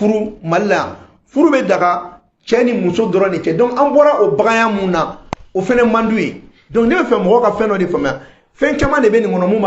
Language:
Bambara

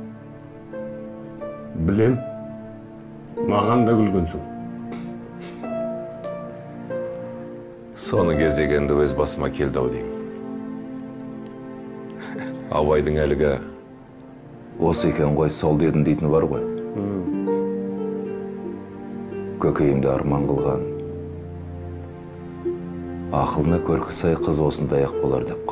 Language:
Kazakh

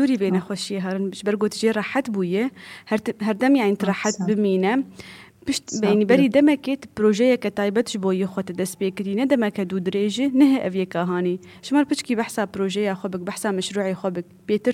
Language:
Kurdish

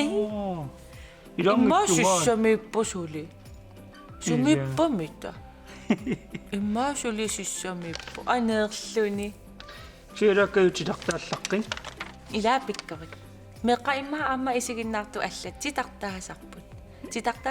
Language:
Kalaallisut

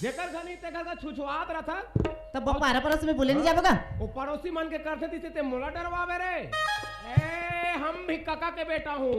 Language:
Chhattisgarhi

